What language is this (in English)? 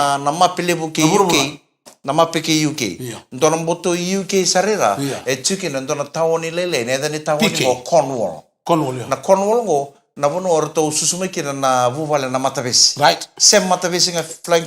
Fijian